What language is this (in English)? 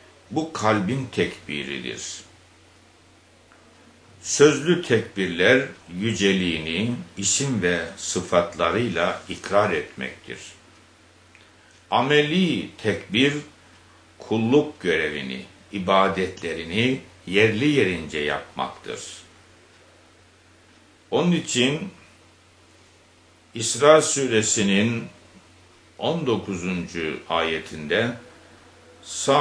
Turkish